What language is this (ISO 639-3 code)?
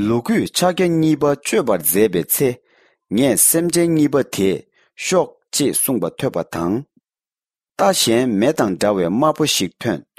bod